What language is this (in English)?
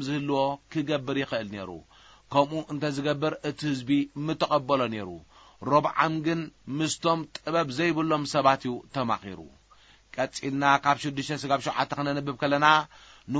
Tigrinya